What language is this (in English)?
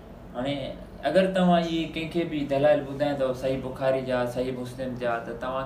Sindhi